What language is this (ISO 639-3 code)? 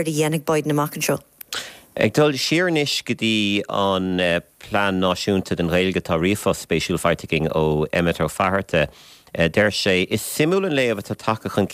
gle